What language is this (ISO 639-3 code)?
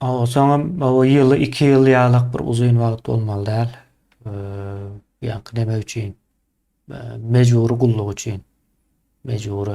tuk